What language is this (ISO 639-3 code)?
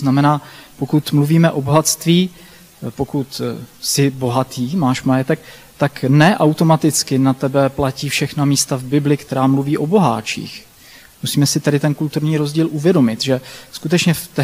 ces